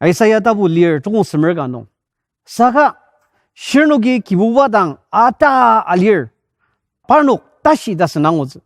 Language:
Ao Naga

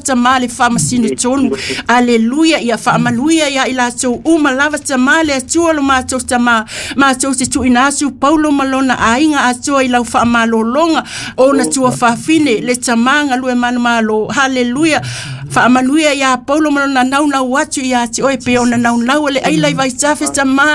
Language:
Samoan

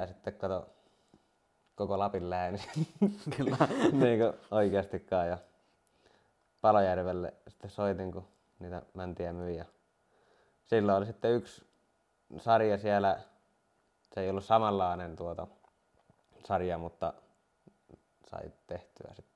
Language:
Finnish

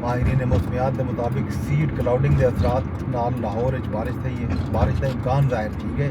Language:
Saraiki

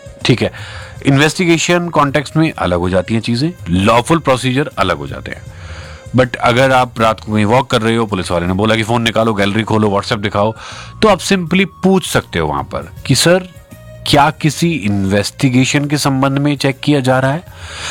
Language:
Hindi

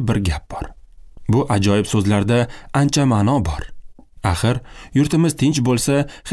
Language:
Uzbek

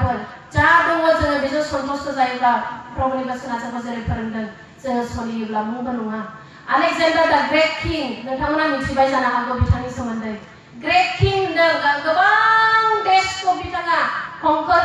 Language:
Bodo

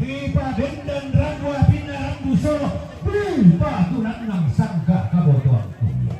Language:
Toraja-Sa'dan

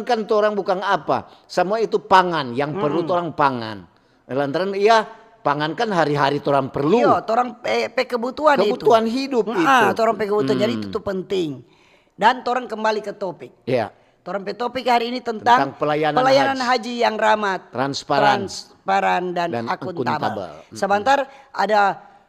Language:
Manado Malay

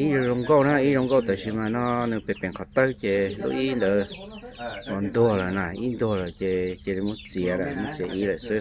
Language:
Hmong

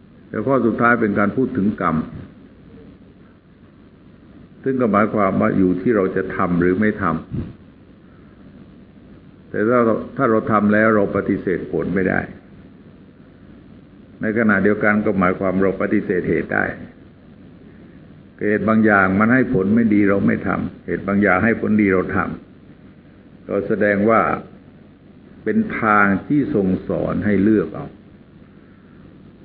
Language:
Thai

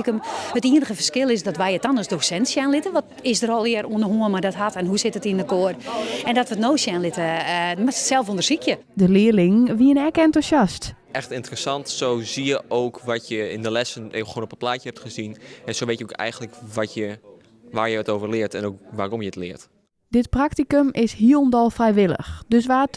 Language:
Western Frisian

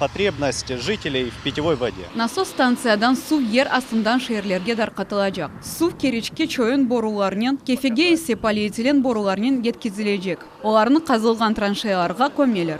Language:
Crimean Tatar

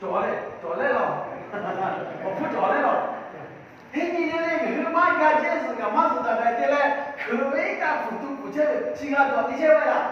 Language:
Lahu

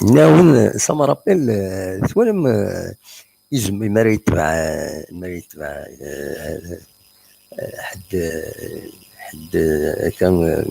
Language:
Kabyle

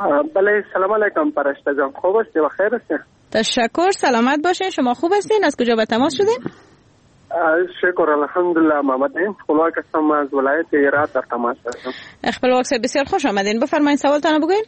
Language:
Persian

